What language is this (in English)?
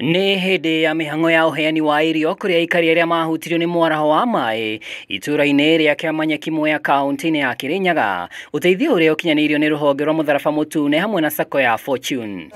Kikuyu